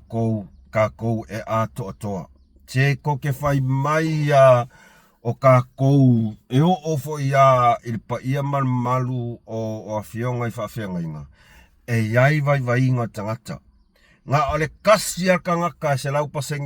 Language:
Samoan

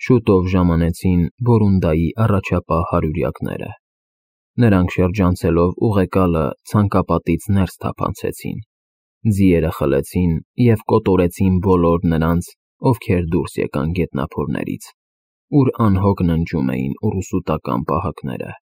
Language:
Armenian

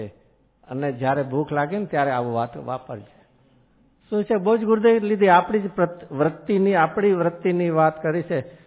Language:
Gujarati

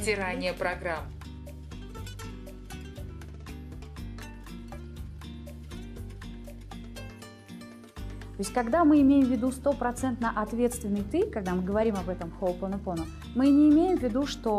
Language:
Russian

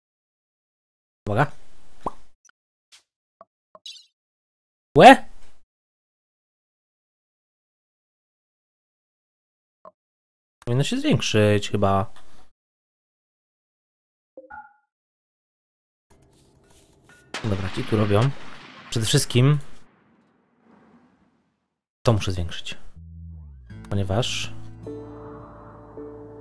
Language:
Polish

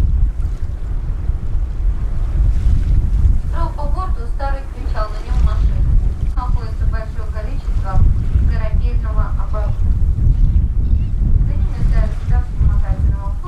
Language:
Russian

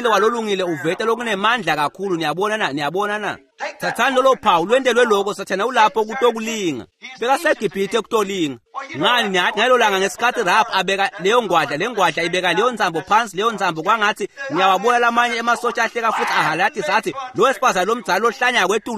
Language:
Swati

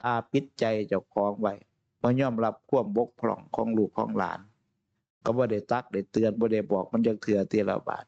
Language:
Northeastern Thai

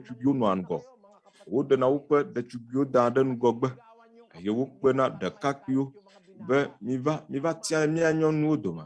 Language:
Ewe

